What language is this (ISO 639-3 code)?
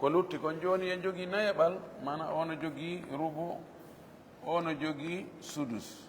ful